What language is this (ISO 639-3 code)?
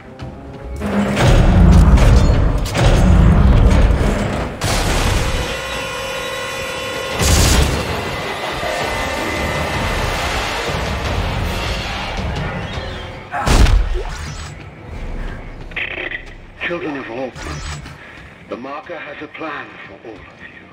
eng